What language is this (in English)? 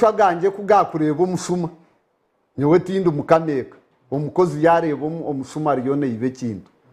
Nyankole